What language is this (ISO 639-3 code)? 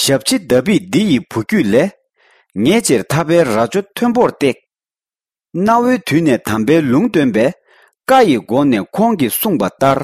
bod